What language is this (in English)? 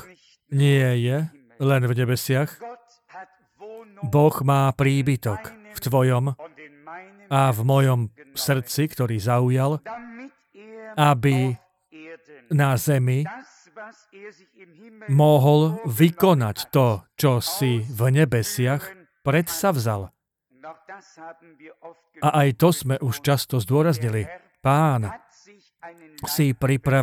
Slovak